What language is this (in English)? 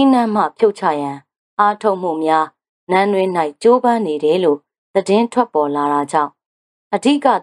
Burmese